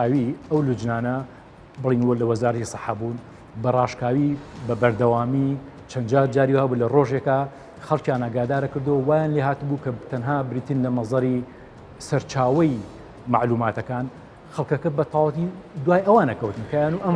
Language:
Central Kurdish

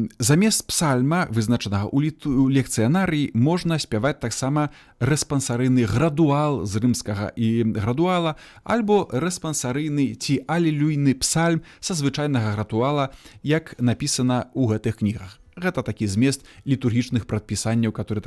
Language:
Belarusian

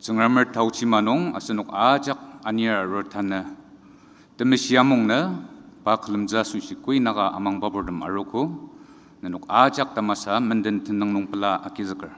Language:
Ao Naga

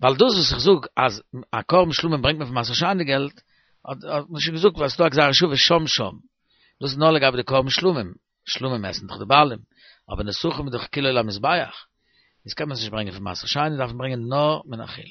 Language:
Yiddish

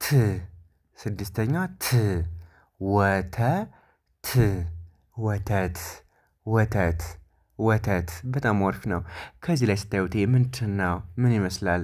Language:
Amharic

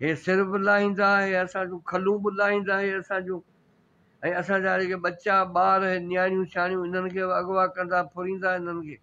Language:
Sindhi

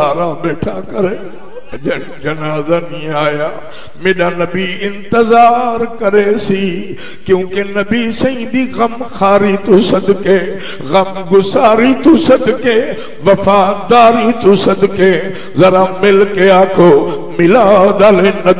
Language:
Saraiki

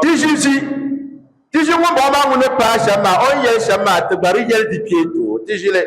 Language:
Dagbani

